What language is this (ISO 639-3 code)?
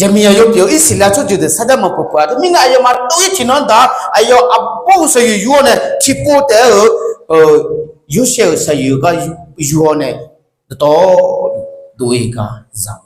ahk